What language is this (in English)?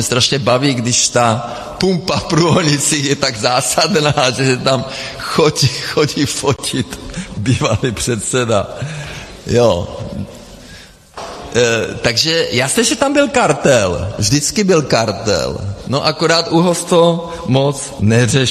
Czech